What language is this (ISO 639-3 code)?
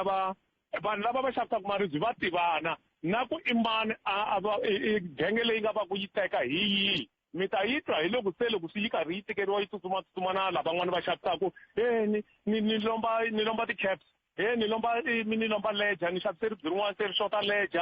tso